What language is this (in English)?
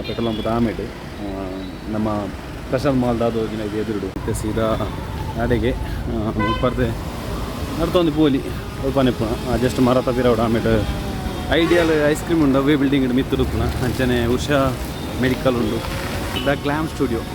Tulu